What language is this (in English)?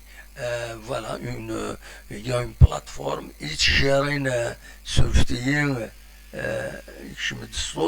Kabyle